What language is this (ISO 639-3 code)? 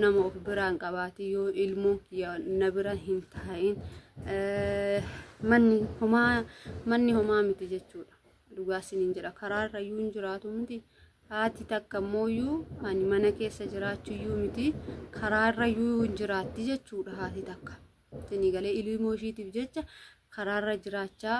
orm